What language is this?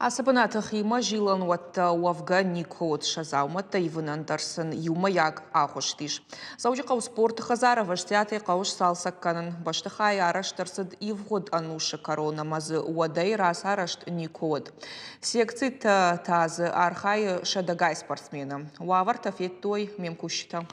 Ossetic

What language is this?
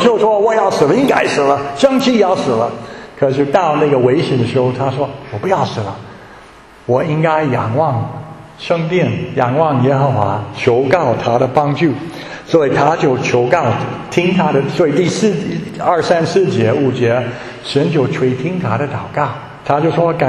Chinese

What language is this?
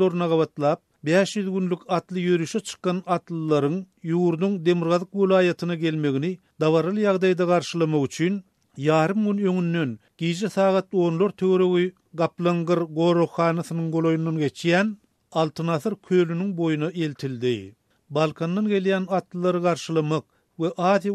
Turkmen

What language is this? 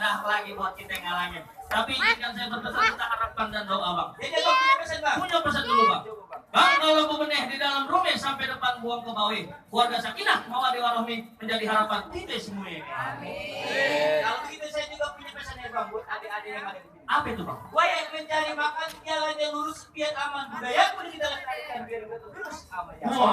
Betawi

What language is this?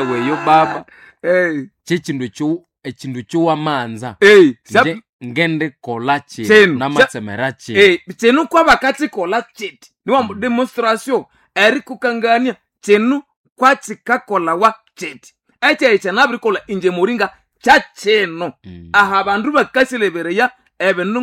Nande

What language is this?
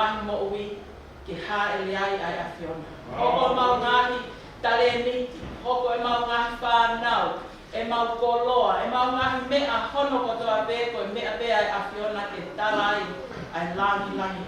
Tongan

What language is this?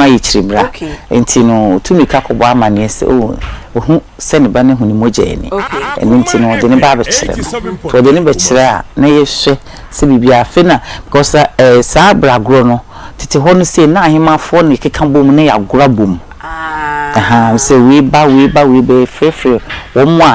Akan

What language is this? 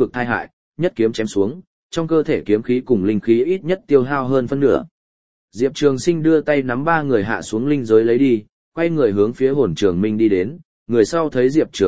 Vietnamese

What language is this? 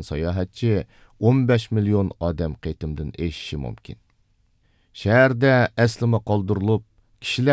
Uyghur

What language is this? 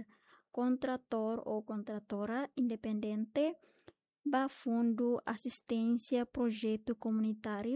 Tetum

